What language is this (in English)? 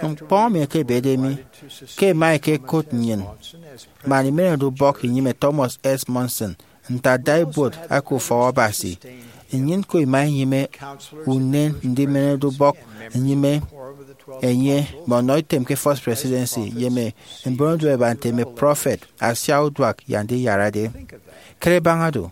Efik